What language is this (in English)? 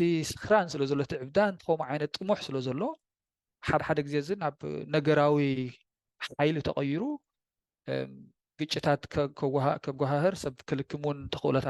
Tigrinya